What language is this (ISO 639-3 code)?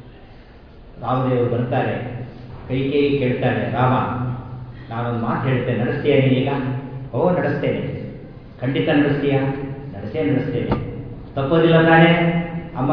kan